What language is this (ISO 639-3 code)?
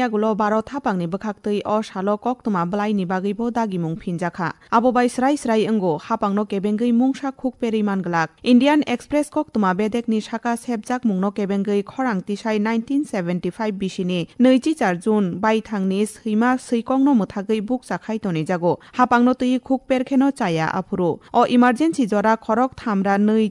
trp